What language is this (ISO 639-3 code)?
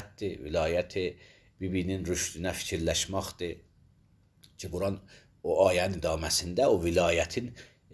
aze